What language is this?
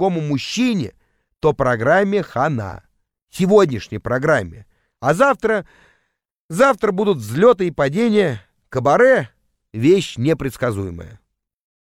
Russian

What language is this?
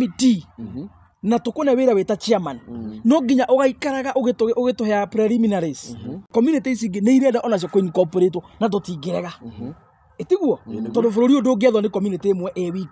Kikuyu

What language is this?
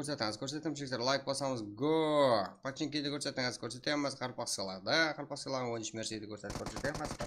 Kara-Kalpak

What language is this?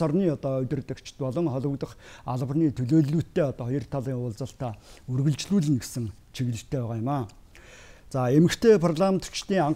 Mongolian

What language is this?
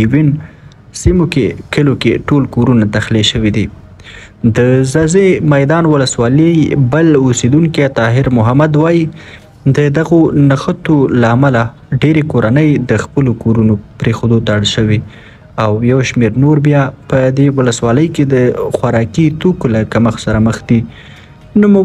Pashto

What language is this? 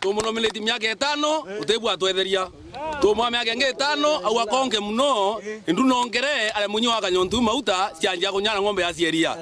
Meru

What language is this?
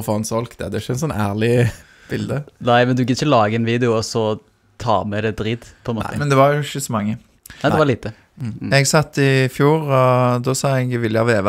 Norwegian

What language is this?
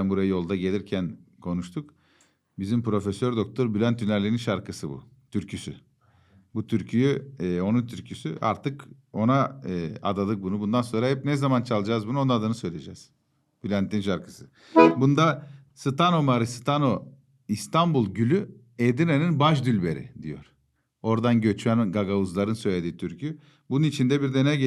Gagauz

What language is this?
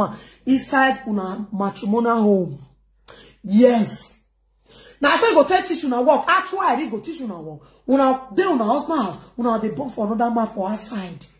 Nigerian Pidgin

